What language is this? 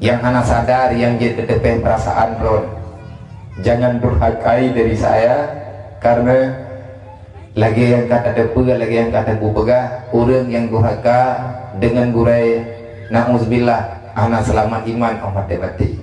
Achinese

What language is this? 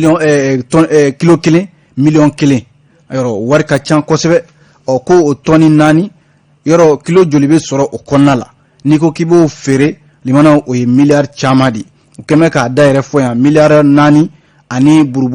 Bambara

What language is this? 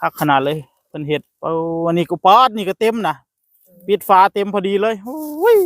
Northeastern Thai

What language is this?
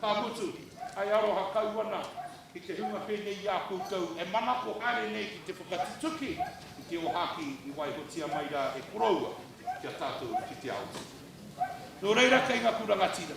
Māori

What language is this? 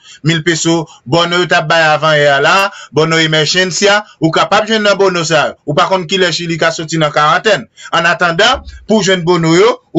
Haitian Creole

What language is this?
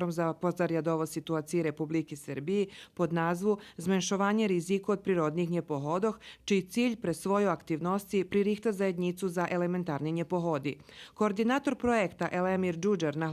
Rusyn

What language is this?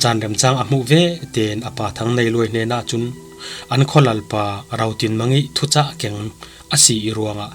Falam Chin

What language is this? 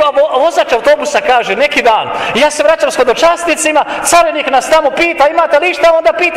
Croatian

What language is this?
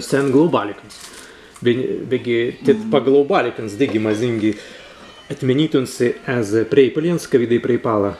Prussian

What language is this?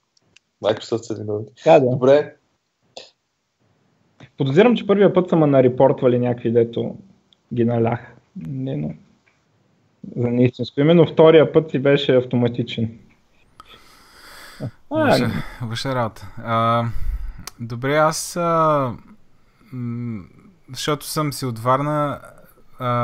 Bulgarian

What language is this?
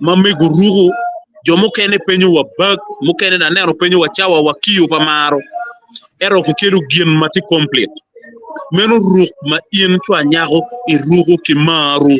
Acoli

